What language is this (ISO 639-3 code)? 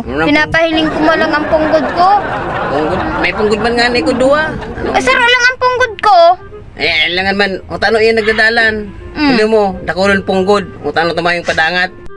bik